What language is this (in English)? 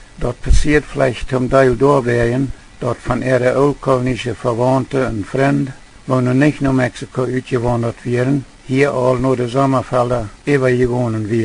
Plautdietsch